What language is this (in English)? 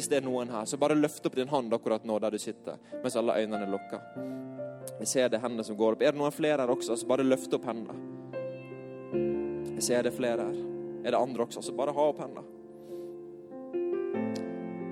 Norwegian